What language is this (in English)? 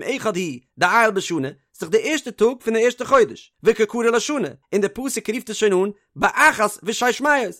Yiddish